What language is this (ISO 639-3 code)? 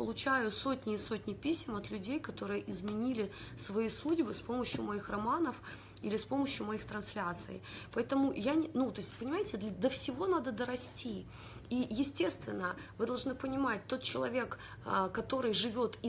rus